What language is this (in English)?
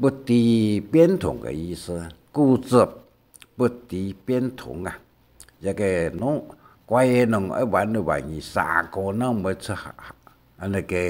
Hakka Chinese